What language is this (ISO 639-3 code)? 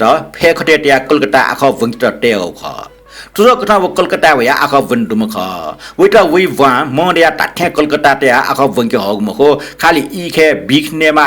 new